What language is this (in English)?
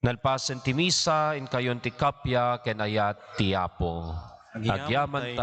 Iloko